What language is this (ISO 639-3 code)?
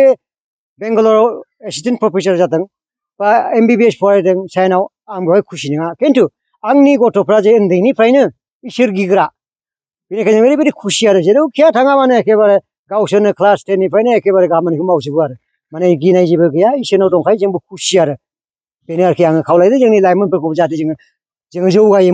brx